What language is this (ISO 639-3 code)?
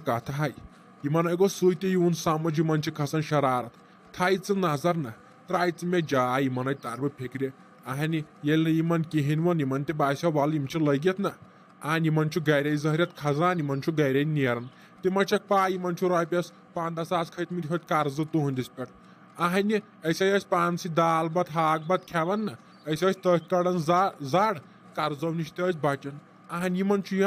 kas